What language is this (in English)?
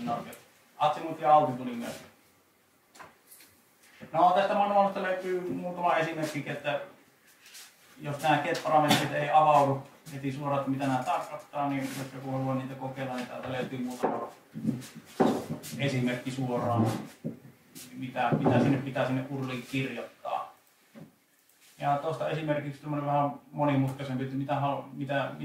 Finnish